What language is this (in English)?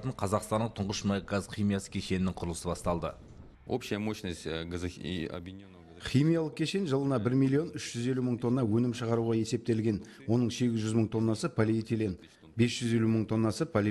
Kazakh